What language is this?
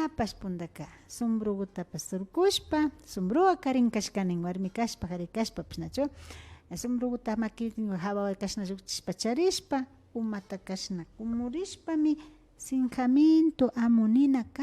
Imbabura Highland Quichua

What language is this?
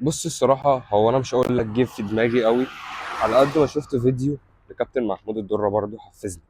Egyptian Arabic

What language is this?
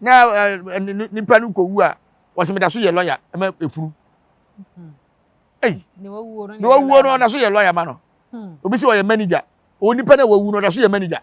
Akan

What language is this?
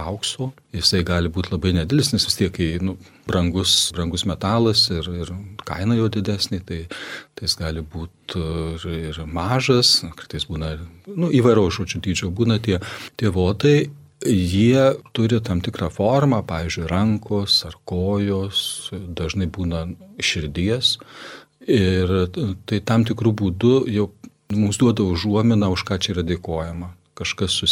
Lithuanian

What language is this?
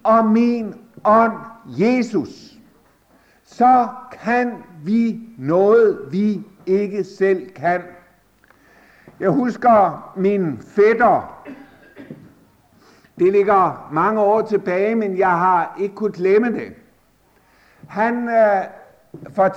Danish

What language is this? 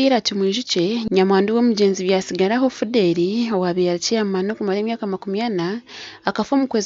Nyankole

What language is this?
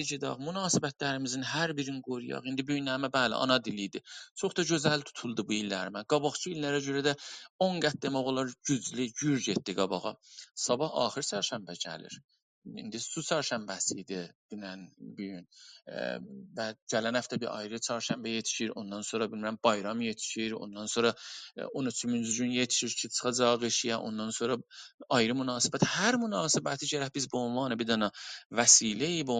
South Azerbaijani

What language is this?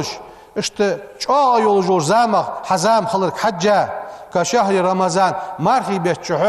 Ingush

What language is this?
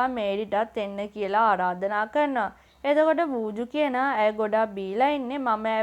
Sinhala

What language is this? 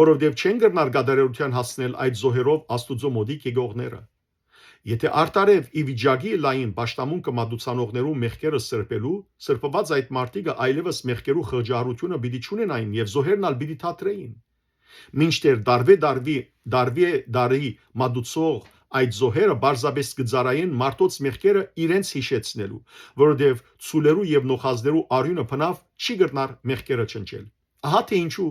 Western Armenian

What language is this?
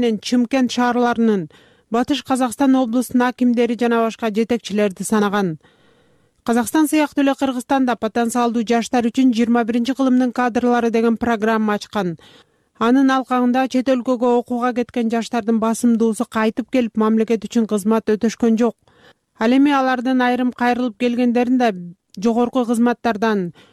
Kyrgyz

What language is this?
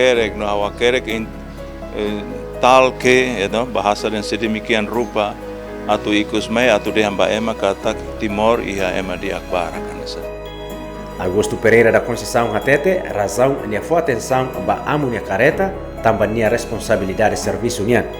Tetum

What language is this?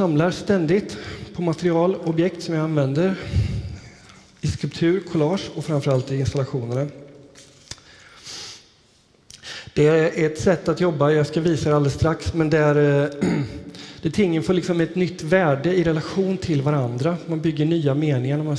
Swedish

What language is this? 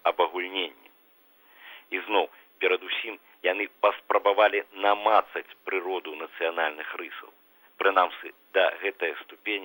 Belarusian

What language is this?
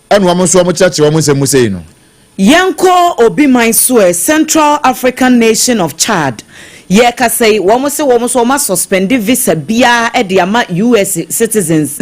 Akan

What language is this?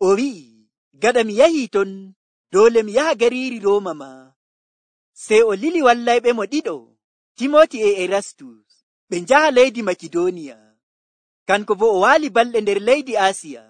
Nigerian Fulfulde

